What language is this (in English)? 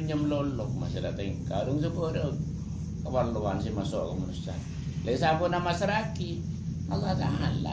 Madurese